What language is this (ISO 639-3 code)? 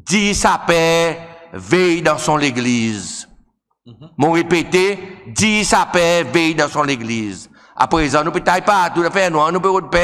crs